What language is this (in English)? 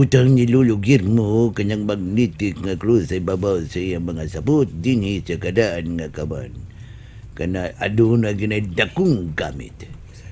Cebuano